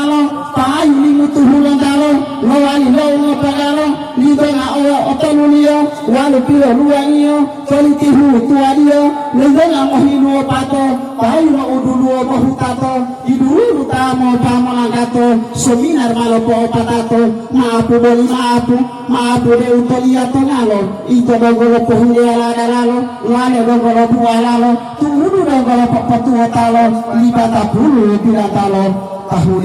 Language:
Gorontalo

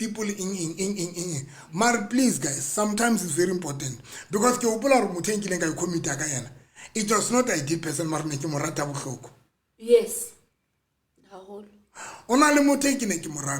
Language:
Southern Sotho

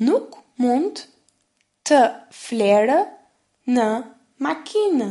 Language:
Albanian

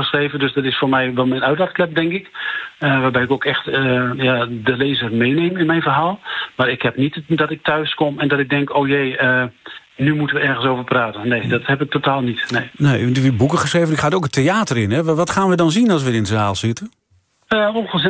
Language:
Dutch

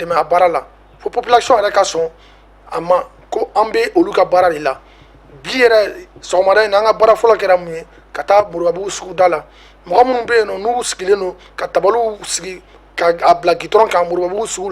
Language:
Bambara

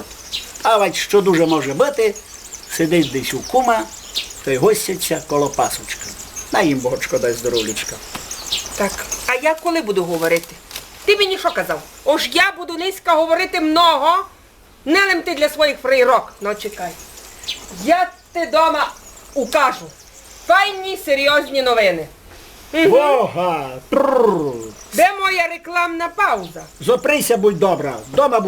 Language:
Rusyn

